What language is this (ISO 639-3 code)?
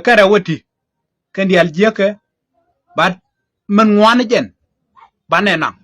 nus